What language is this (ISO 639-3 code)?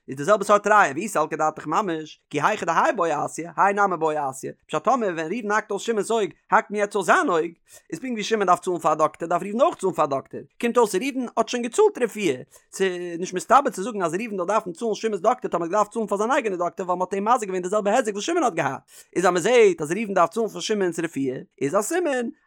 yid